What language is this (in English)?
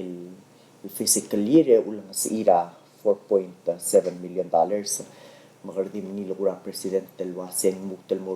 Palauan